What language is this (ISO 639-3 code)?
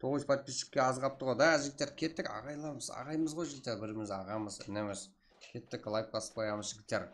kaa